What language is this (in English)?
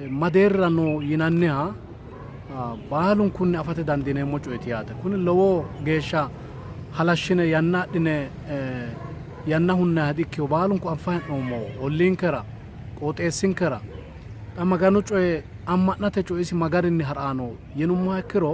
Sidamo